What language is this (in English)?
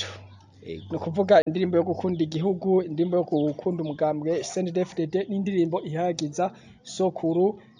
Rundi